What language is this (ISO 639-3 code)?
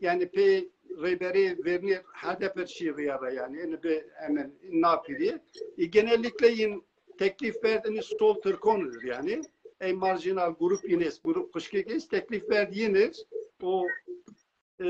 zza